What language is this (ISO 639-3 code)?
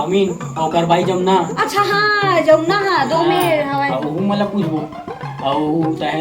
hne